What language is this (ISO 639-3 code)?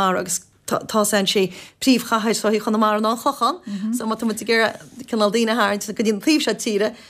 gle